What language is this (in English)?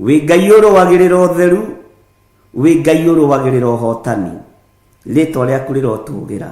Kikuyu